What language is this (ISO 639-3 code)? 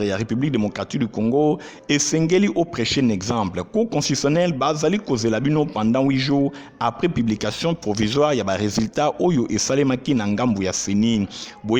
lin